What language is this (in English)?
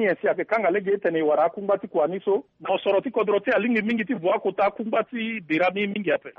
Sango